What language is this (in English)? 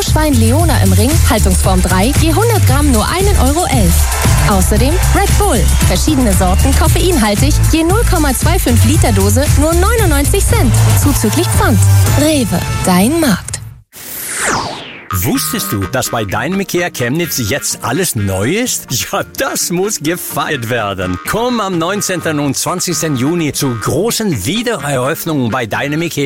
German